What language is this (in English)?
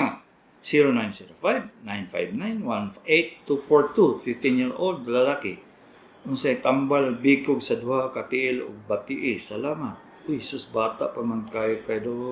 Cebuano